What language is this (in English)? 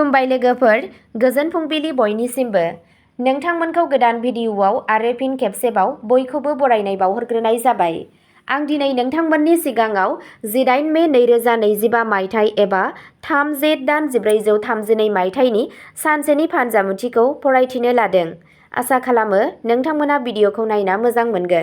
Bodo